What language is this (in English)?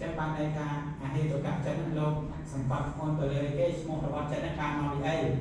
Khmer